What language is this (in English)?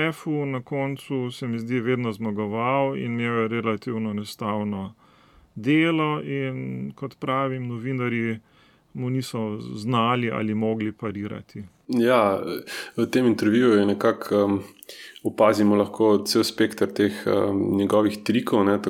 Slovenian